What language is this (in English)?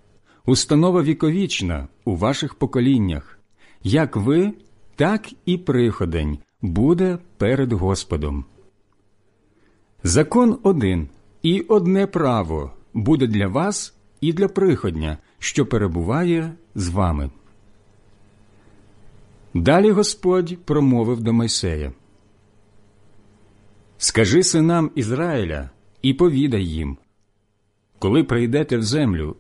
Ukrainian